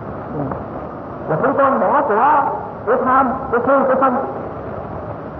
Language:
Vietnamese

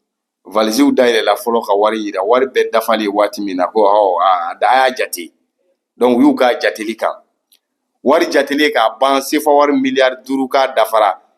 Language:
Bambara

